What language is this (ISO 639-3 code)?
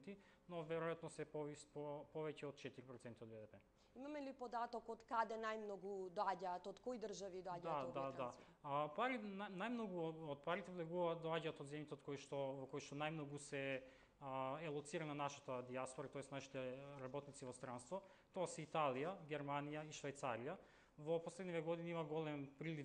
mkd